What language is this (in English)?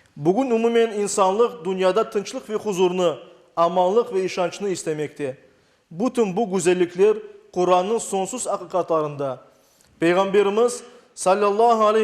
Crimean Tatar